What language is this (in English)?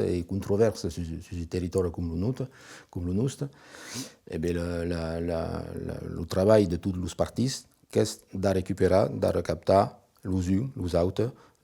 Occitan